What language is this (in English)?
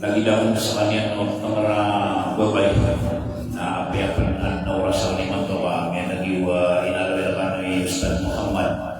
Maranao